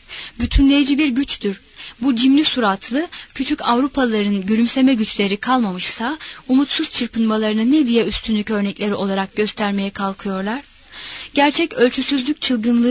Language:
Turkish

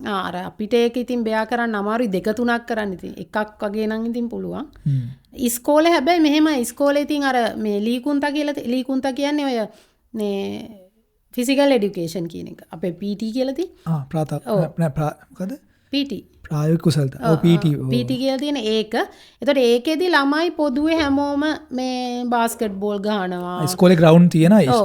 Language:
Sinhala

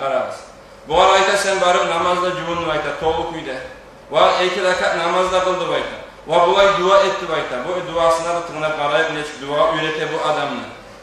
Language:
Kumyk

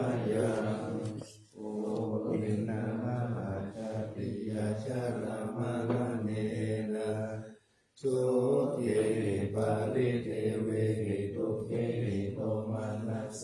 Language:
Pali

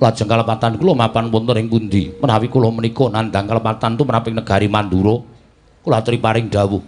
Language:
Javanese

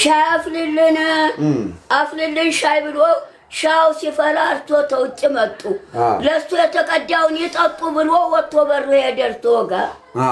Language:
Amharic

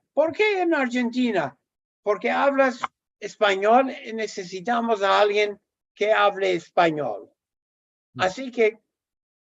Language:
Ladino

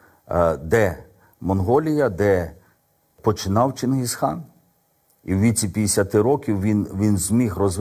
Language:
Ukrainian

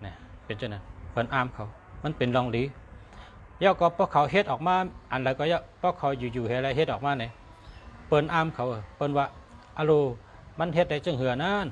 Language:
Shan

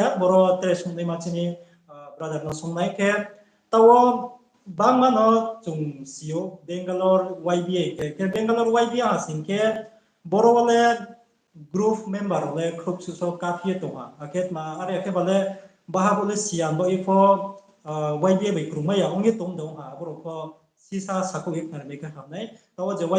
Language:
Riang (India)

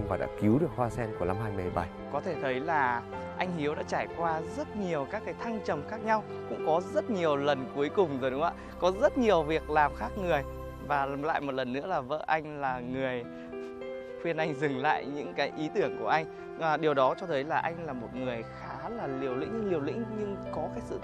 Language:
Vietnamese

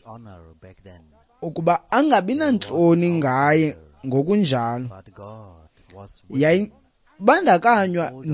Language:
Xhosa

